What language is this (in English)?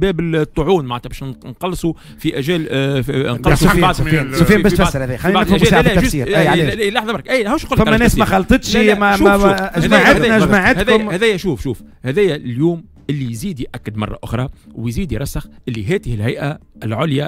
Tunisian Arabic